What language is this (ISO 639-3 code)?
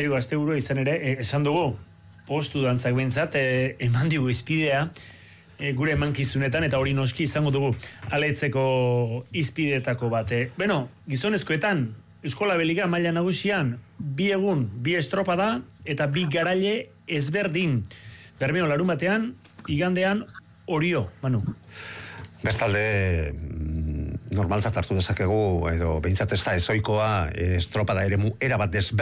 eus